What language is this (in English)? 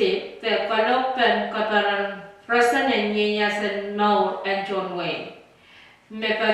Pohnpeian